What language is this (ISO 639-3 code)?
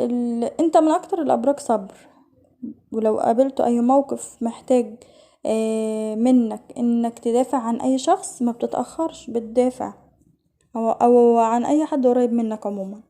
arz